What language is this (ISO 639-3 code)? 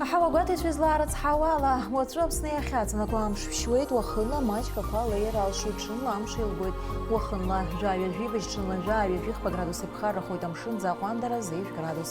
abk